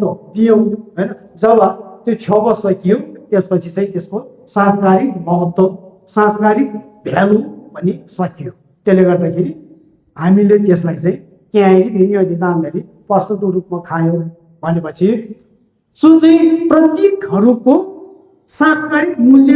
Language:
Nepali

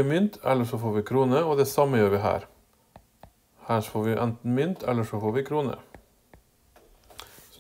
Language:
Norwegian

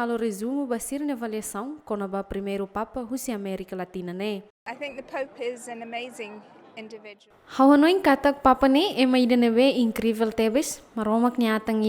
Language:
Tetum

